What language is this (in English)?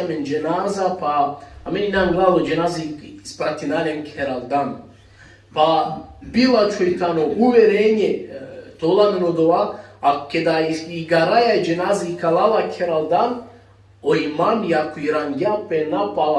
Balkan Romani